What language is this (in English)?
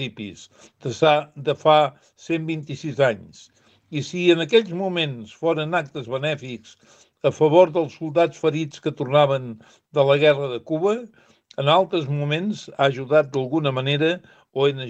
Catalan